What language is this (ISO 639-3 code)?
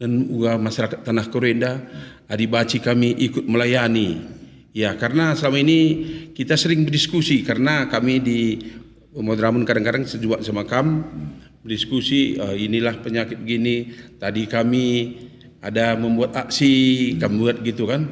btx